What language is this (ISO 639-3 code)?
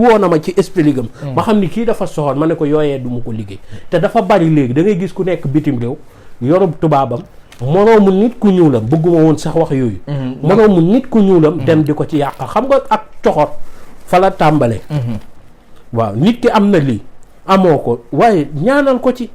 wol